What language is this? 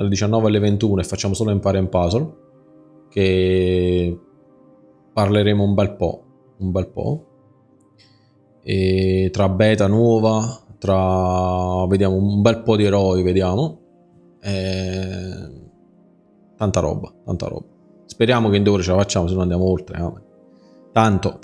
Italian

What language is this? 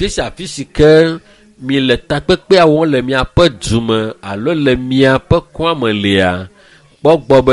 Ewe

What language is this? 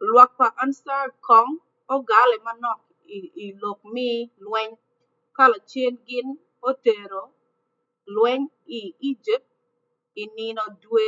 Acoli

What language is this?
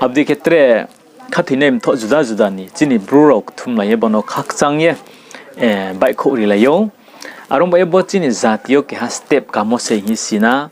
Riang (India)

